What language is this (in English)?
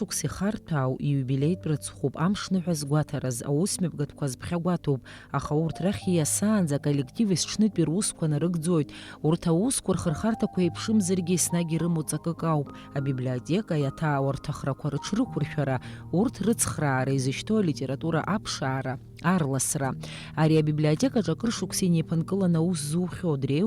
Abkhazian